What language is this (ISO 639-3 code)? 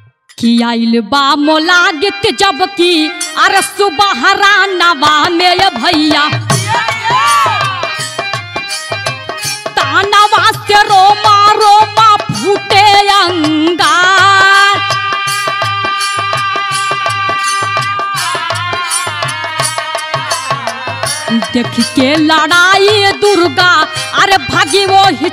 bho